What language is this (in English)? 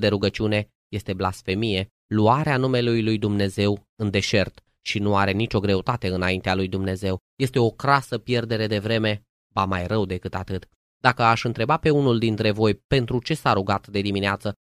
Romanian